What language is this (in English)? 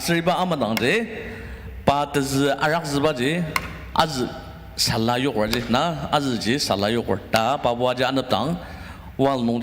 Ao Naga